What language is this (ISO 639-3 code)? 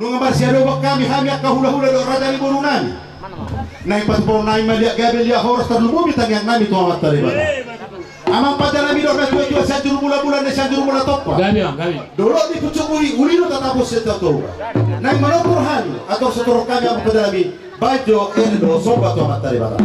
bbc